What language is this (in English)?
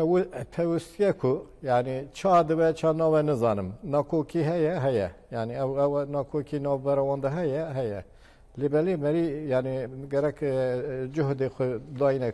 Kurdish